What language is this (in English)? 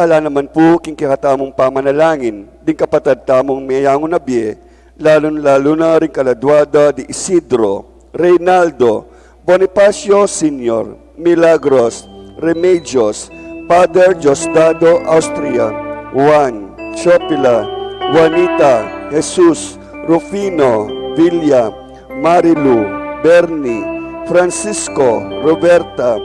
Pampanga